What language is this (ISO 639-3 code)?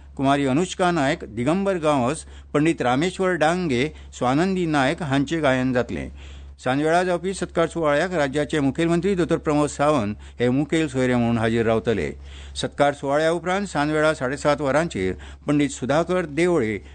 kok